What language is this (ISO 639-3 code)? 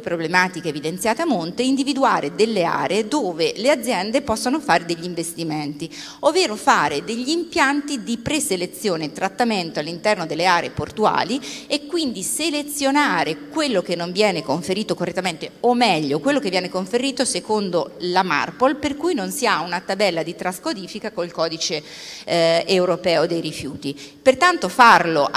ita